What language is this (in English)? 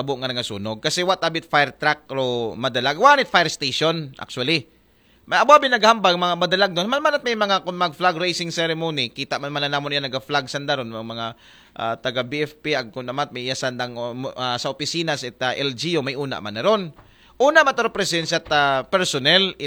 Aklanon